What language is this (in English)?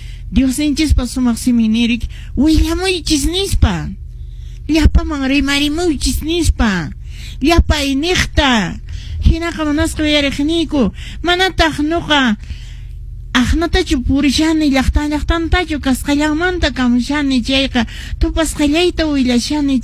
Quechua